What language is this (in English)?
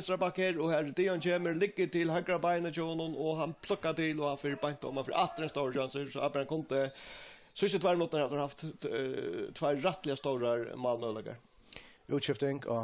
Faroese